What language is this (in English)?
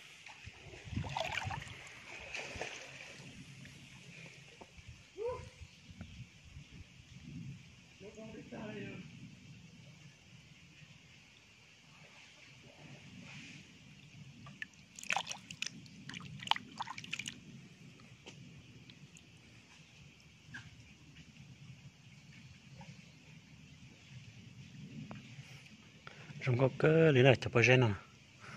Vietnamese